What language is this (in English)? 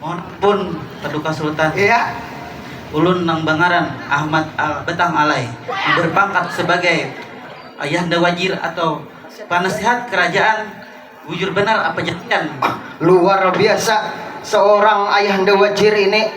Banjar